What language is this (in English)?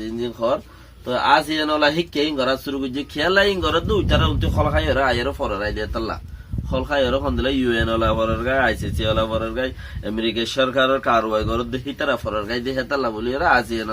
Rohingya